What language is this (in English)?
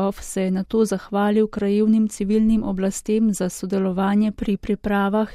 Slovenian